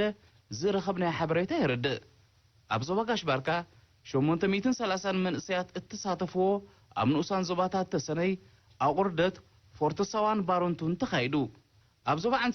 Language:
Tigrinya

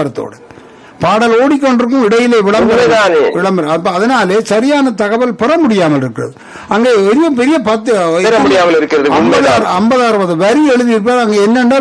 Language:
Tamil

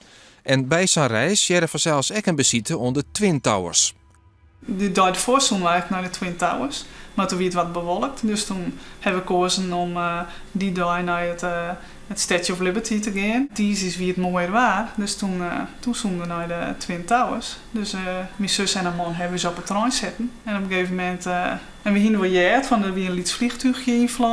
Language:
Western Frisian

